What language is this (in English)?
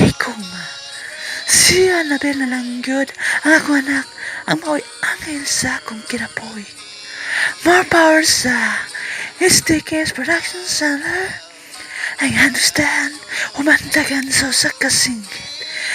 Cebuano